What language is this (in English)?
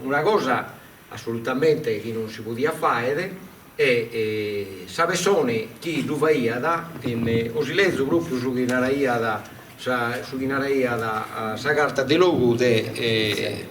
Sardinian